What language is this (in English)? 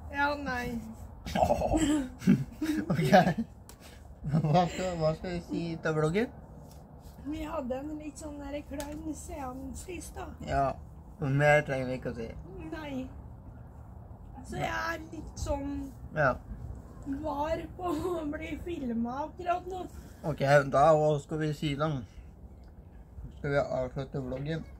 Norwegian